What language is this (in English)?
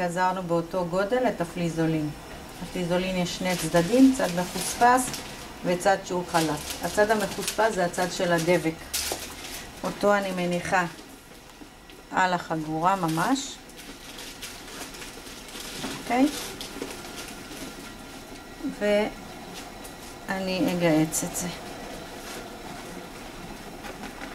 Hebrew